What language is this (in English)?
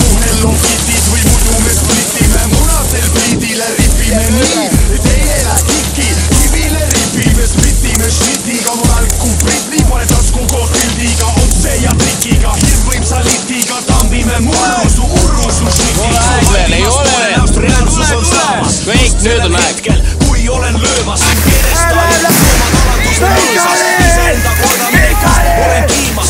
Estonian